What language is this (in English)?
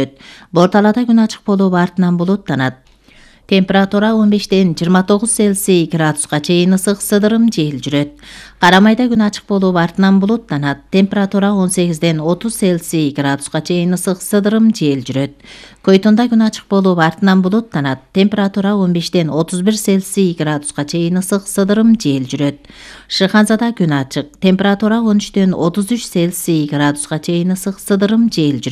Kyrgyz